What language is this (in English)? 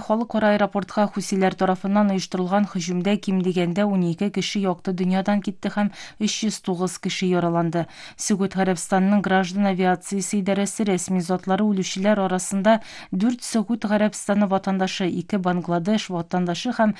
Kyrgyz